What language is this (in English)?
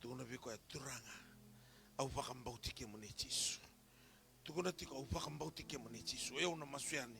Fijian